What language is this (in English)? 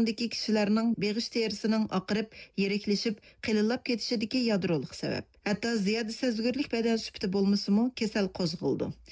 Uyghur